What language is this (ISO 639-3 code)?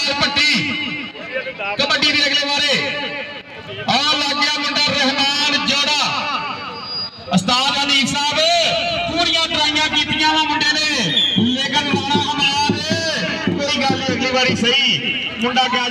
pan